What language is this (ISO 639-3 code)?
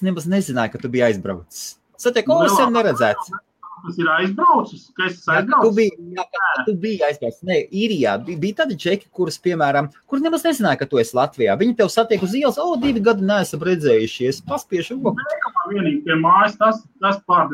lav